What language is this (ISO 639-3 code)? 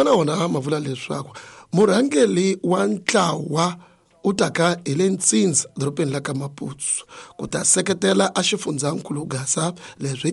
tso